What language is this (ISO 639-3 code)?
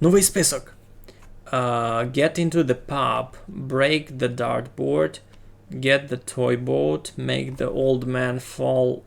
rue